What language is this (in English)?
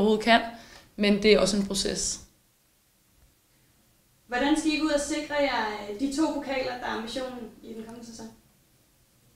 Danish